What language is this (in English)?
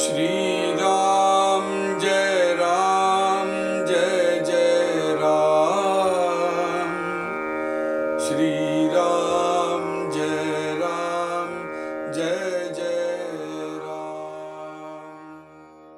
Tamil